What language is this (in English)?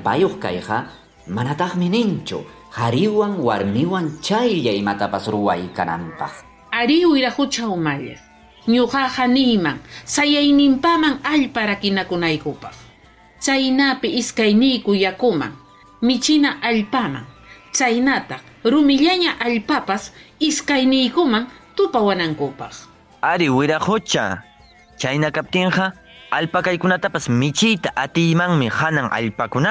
Ayacucho Quechua